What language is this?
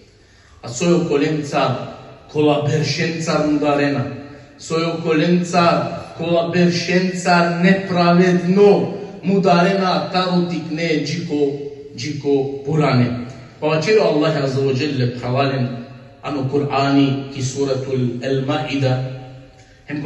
Balkan Romani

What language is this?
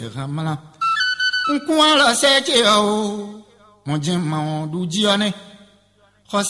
Fon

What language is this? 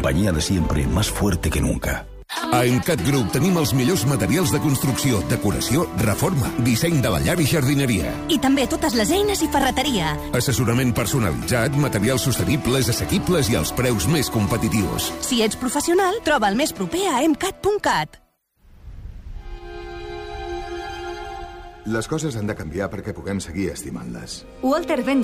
Catalan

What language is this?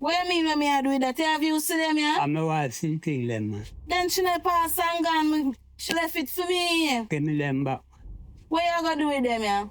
Jamaican Creole English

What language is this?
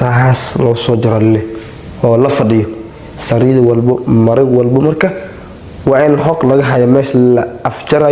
Somali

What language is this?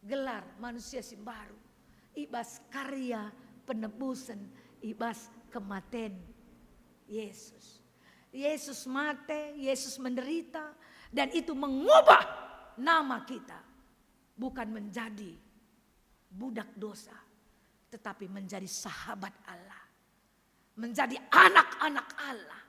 Batak Karo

